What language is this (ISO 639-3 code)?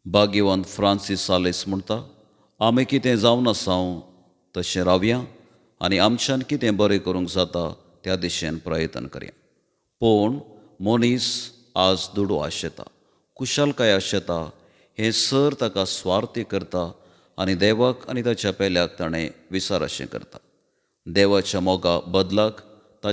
kok